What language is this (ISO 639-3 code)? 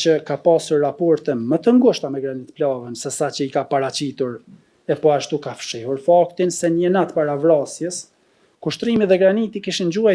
sqi